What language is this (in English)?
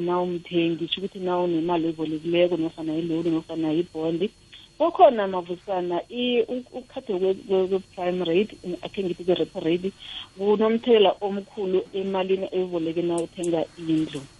South Ndebele